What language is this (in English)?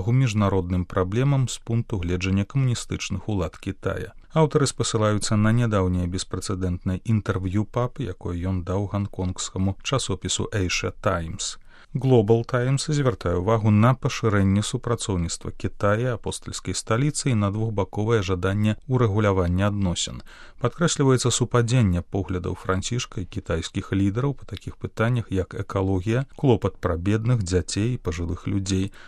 Belarusian